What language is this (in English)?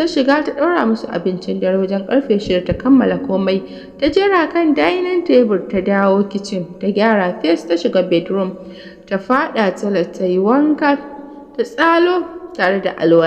Hausa